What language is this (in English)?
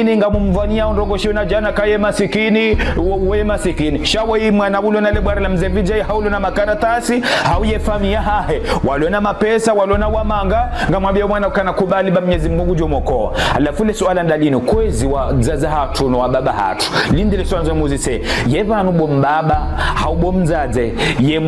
Ngazidja Comorian